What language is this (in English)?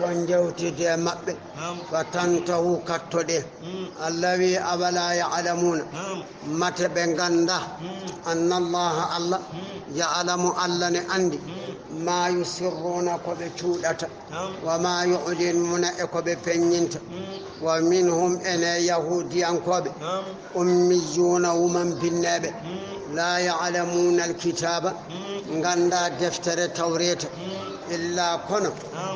Fula